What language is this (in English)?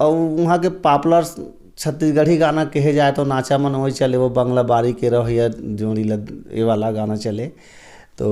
Chhattisgarhi